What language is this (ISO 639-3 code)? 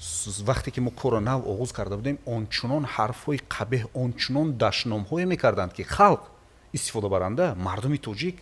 tgk